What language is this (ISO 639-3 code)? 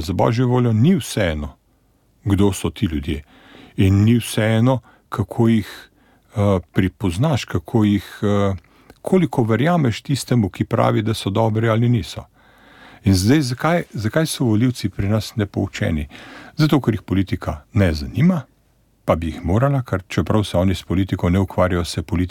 slv